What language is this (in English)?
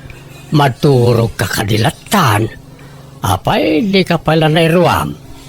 Iloko